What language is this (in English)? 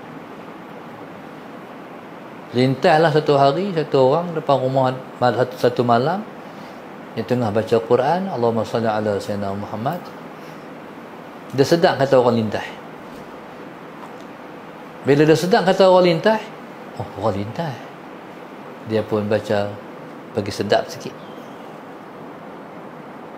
Malay